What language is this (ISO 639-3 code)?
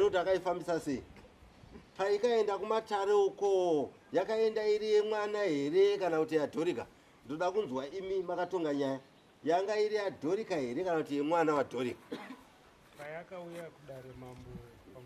sna